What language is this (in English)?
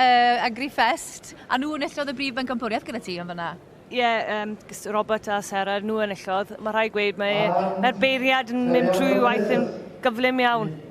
Welsh